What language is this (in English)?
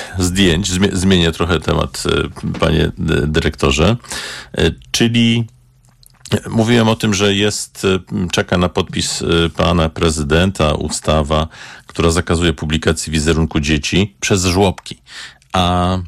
Polish